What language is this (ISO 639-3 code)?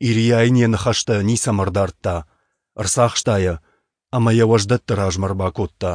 oss